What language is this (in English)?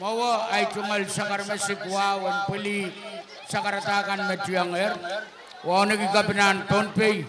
Pohnpeian